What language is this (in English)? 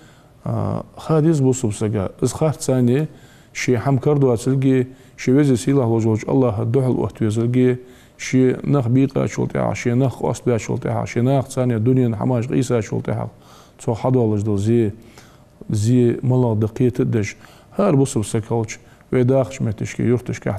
Ingush